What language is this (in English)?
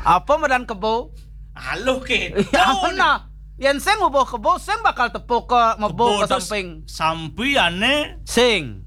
Balinese